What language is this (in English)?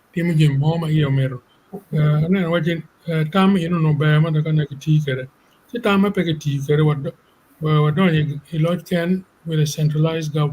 Acoli